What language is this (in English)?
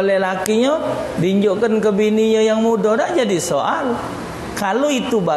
Musi